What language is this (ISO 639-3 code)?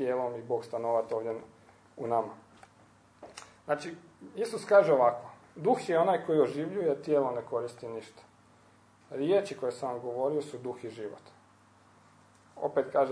hrv